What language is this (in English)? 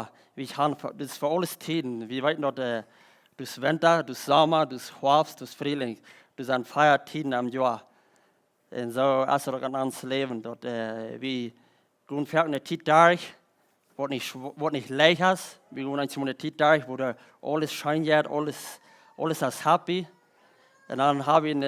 Plautdietsch